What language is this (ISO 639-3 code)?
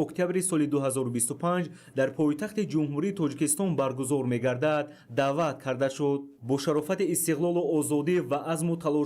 tgk